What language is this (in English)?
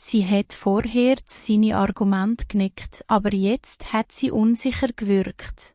Swiss German